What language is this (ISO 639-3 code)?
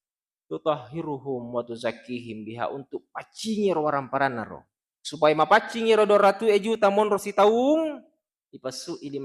bug